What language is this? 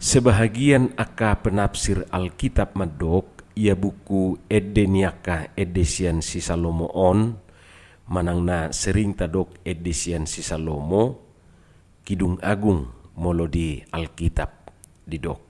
Batak Toba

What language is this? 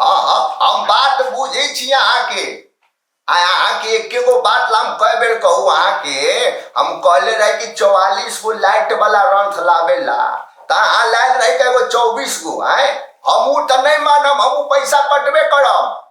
Maithili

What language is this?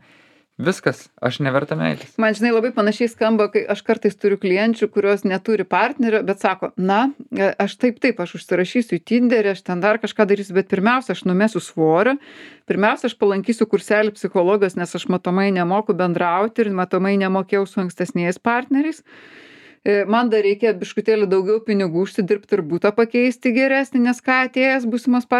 Lithuanian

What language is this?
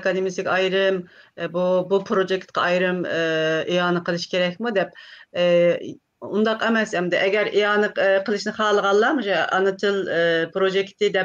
Uyghur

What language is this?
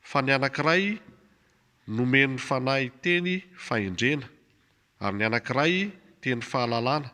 Malagasy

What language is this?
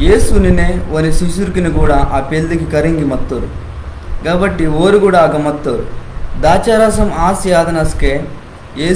Koya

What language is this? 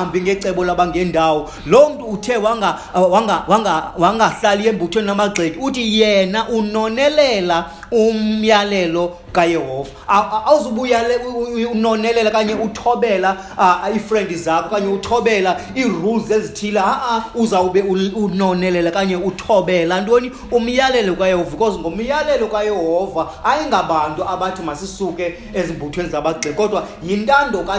Xhosa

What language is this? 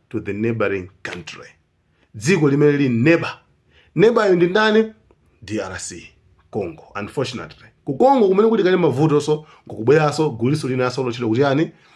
Nyanja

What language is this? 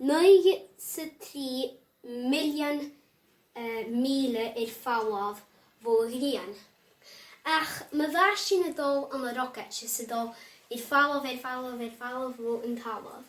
Scottish Gaelic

